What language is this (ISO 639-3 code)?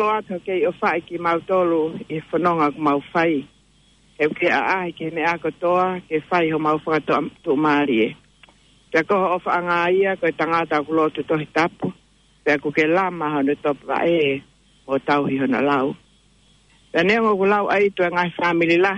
ton